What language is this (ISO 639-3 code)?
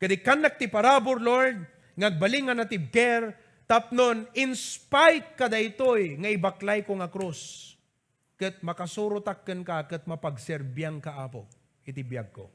ilo